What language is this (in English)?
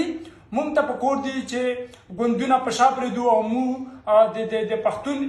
Pashto